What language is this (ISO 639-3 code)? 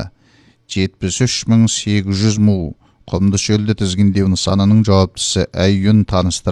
kaz